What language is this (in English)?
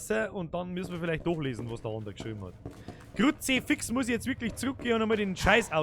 Bavarian